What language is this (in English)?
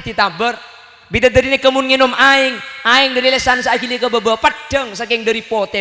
Madurese